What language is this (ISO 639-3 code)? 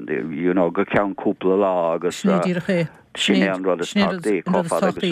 gle